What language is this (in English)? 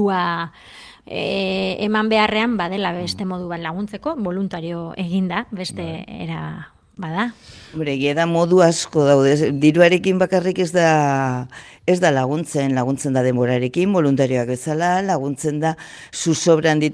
Basque